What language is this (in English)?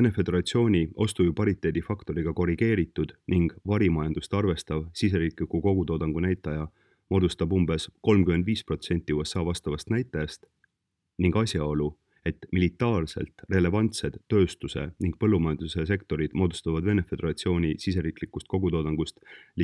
Estonian